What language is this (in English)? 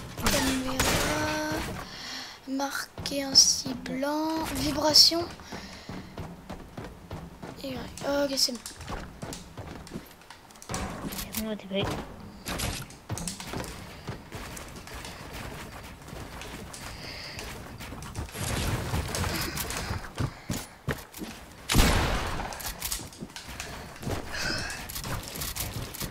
French